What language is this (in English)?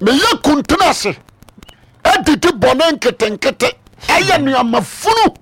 Akan